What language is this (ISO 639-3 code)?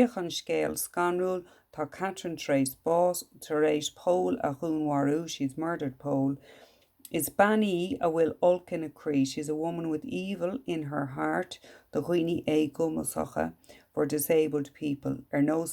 gle